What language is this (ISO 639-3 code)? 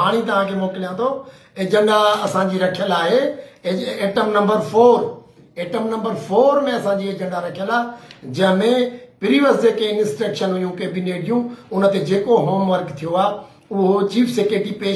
snd